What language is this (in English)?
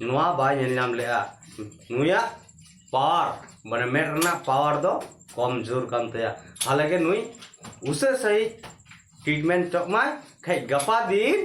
Santali